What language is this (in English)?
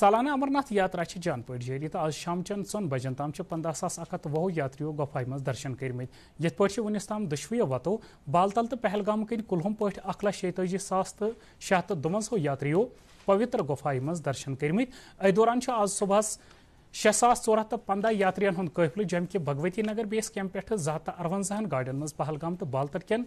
Kashmiri